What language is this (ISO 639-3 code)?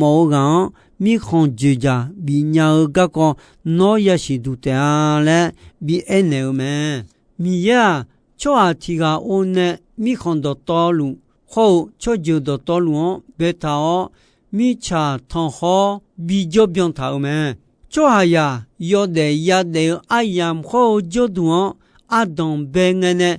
ahk